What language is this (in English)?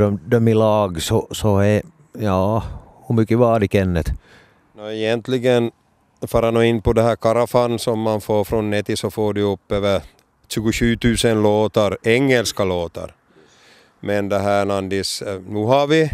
Swedish